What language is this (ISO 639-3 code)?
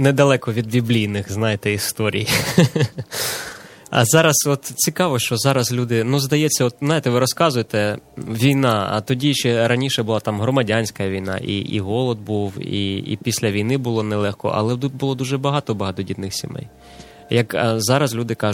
ukr